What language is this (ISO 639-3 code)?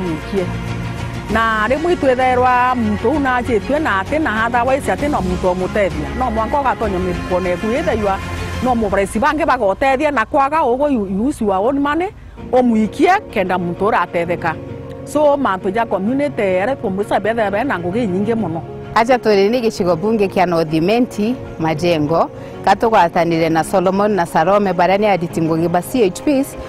mer